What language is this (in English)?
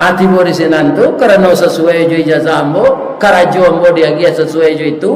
Minangkabau